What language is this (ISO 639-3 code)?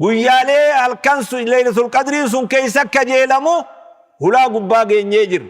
orm